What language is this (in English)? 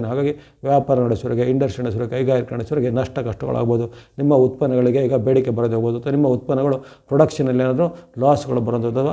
Kannada